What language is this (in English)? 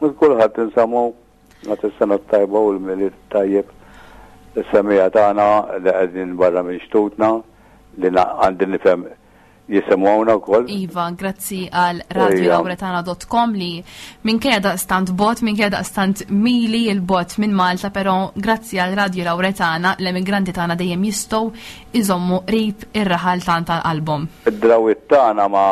Maltese